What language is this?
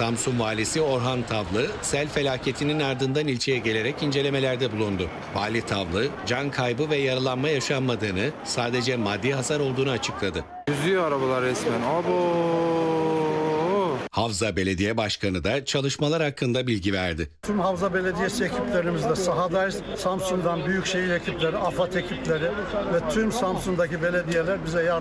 Turkish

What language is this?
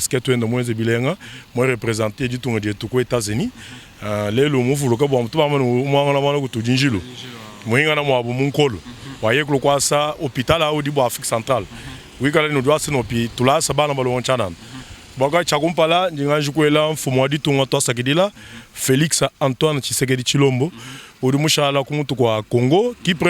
Luba-Lulua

